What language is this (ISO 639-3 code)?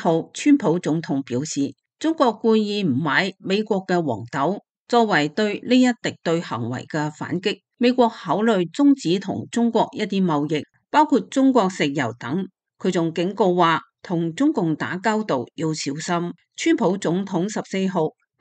yue